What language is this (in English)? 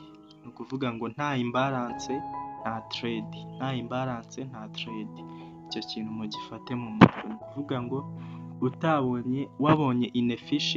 Kinyarwanda